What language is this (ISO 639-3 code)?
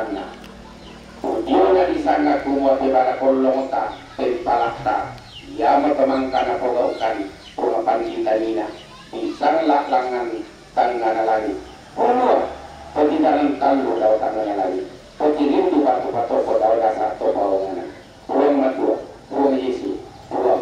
sda